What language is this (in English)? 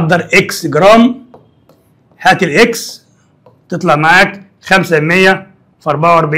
Egyptian Arabic